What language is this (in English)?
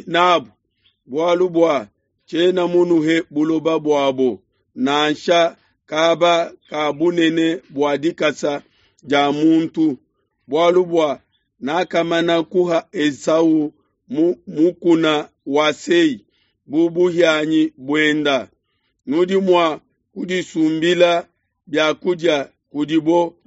Luba-Lulua